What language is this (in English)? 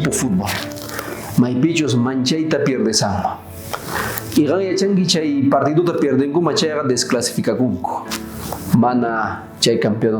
South Bolivian Quechua